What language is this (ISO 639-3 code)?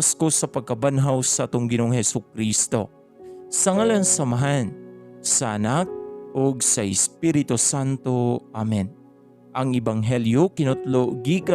ceb